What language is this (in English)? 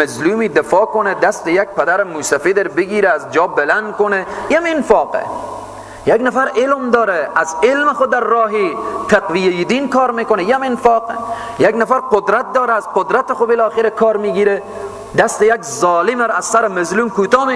Persian